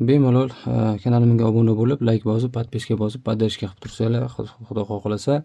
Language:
Uzbek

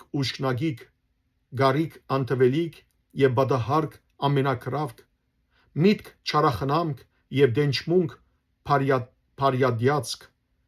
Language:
Western Armenian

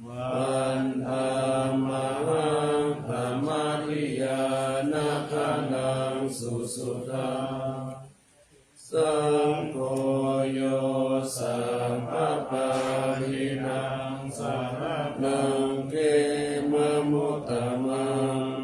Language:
Pali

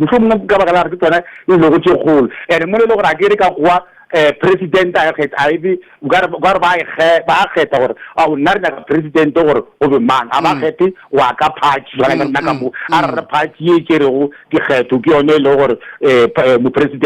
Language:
Northern Sotho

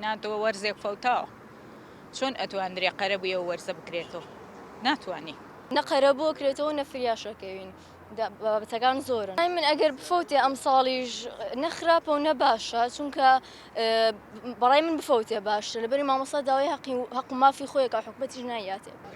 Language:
Central Kurdish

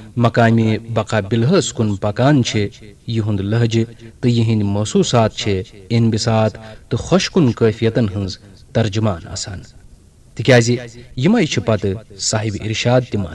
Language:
Kashmiri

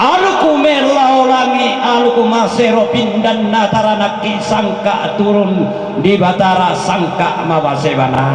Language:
Toraja-Sa'dan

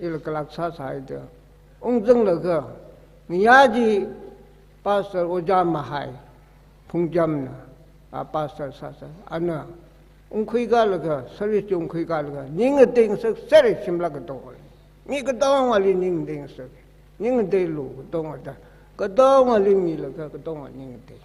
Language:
Tangkhul Naga (India)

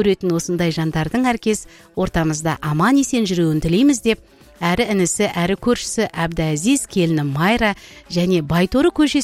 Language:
Kazakh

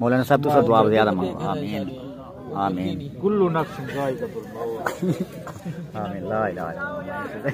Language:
Saraiki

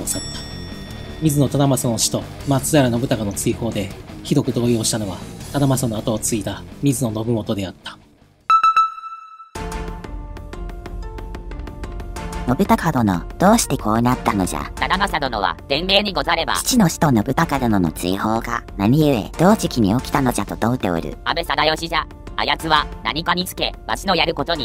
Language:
Japanese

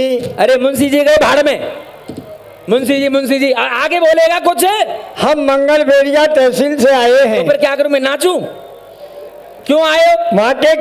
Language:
Hindi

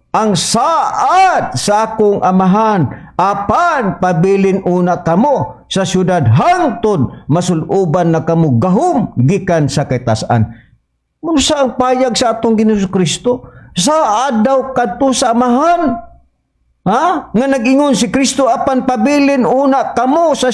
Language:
Cebuano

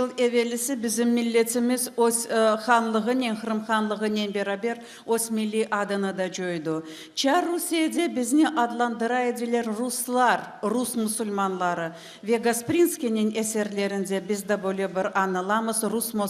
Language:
Crimean Tatar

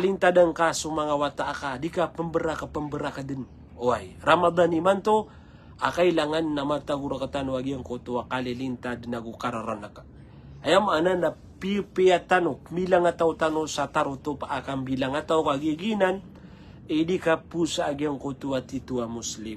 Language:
Maranao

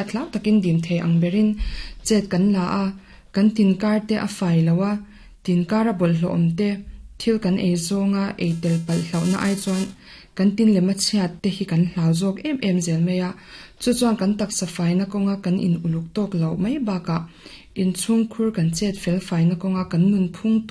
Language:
Mizo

